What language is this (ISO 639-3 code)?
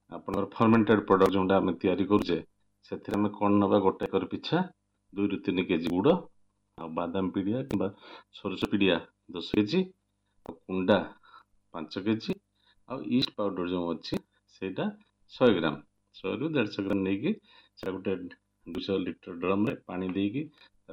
ori